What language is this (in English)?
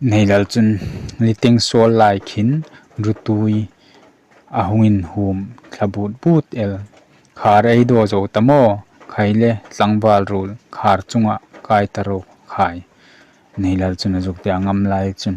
Hmar